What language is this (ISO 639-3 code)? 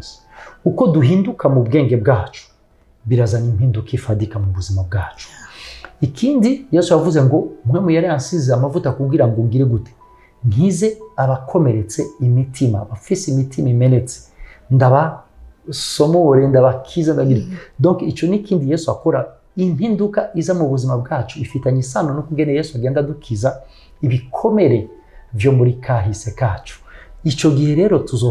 run